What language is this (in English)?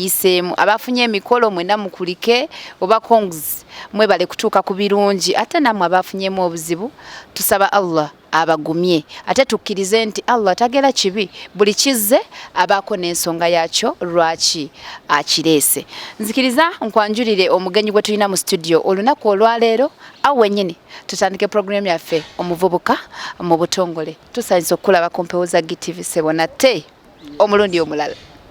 Ganda